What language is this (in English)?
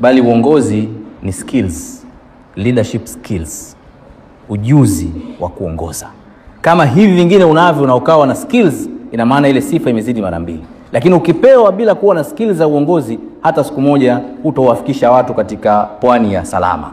Swahili